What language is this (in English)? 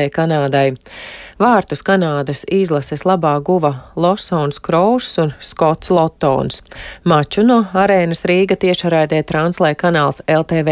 Latvian